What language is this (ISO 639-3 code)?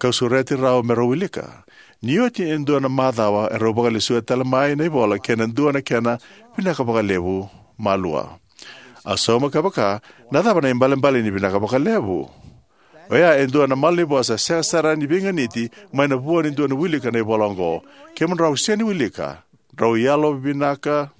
fij